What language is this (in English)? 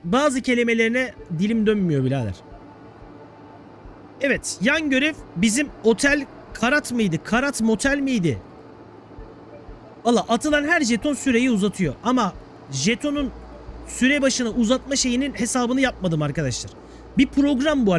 Turkish